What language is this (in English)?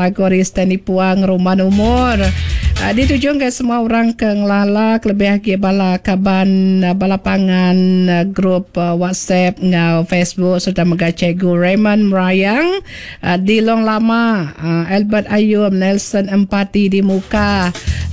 Iban